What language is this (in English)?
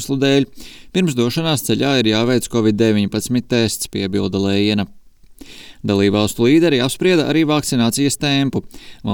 Latvian